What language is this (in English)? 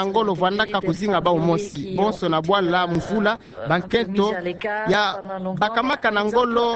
Kituba (Democratic Republic of Congo)